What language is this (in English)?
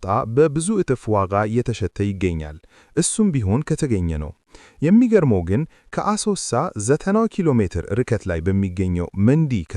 Amharic